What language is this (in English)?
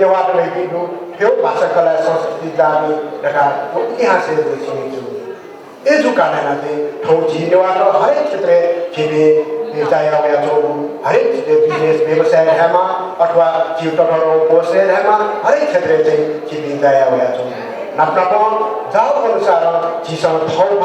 Newari